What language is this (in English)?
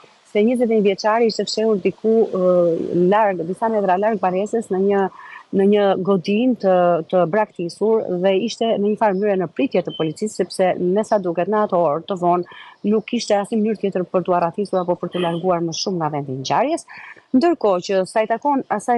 Albanian